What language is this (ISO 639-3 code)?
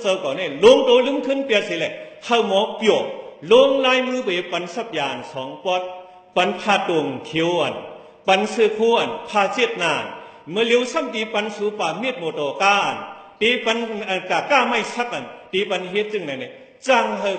shn